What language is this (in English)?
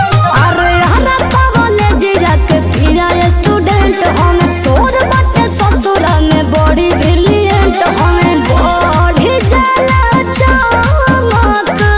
Bhojpuri